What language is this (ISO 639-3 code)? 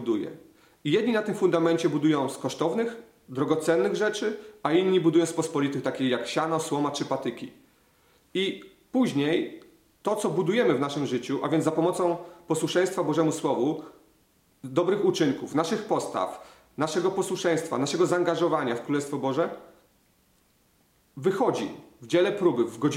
pol